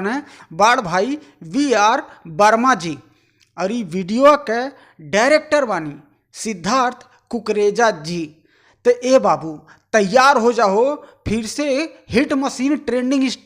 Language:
Bhojpuri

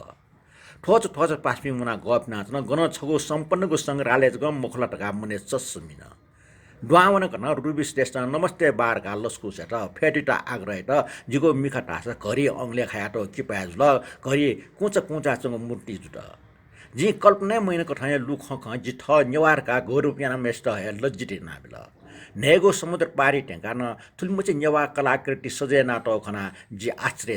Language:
Newari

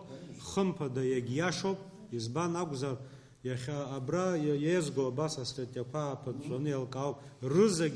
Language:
Abkhazian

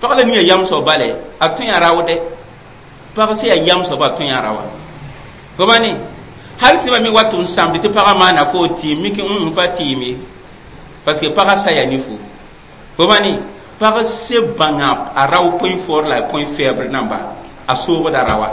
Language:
Mossi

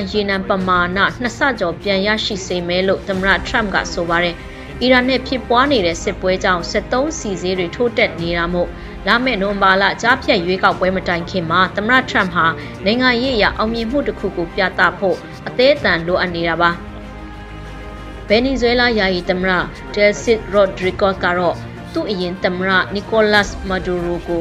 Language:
Burmese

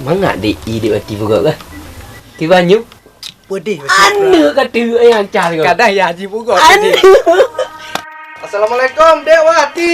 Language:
Achinese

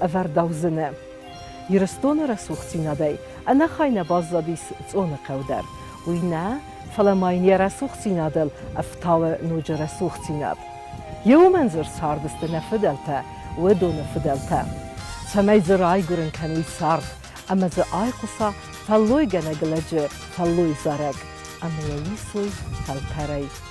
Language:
Ossetic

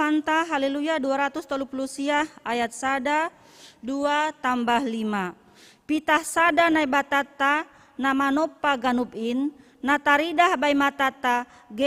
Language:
Batak Simalungun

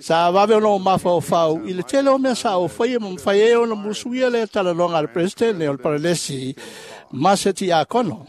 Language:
Samoan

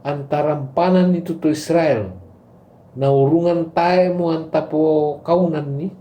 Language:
Toraja-Sa'dan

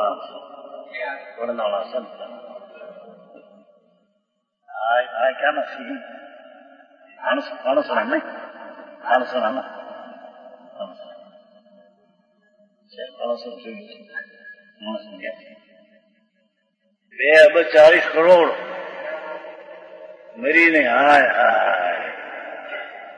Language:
Gujarati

